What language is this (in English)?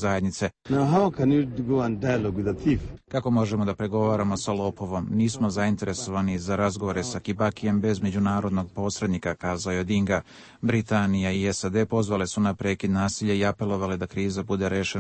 Serbian